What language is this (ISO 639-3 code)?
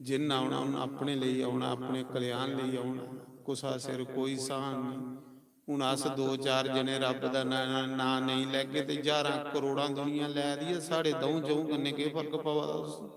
doi